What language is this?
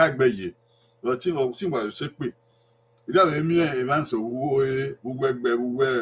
Bini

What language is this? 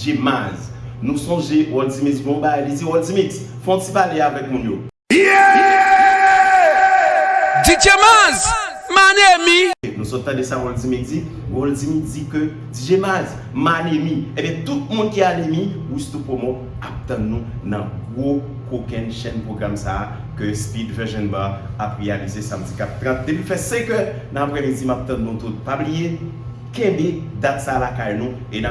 Haitian Creole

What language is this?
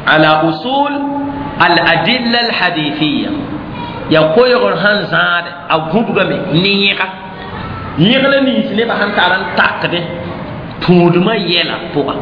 Mossi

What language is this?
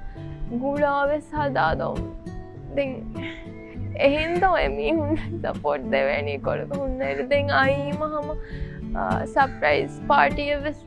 Divehi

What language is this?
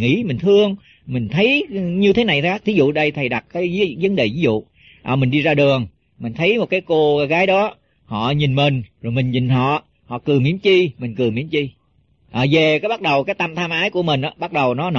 Vietnamese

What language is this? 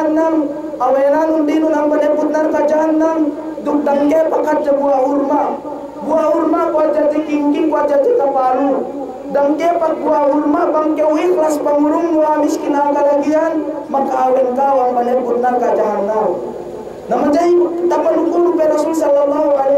Yakan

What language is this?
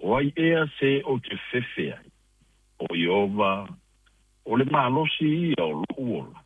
Samoan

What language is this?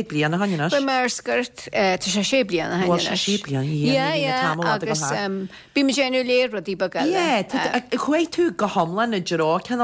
Irish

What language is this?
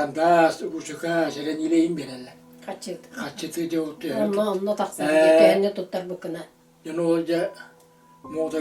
Yakut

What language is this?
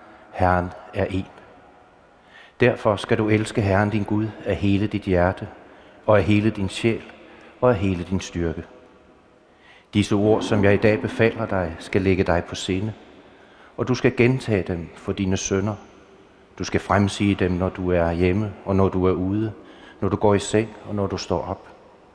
Danish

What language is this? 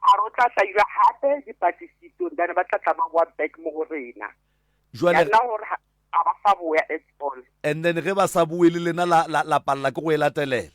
Northern Sotho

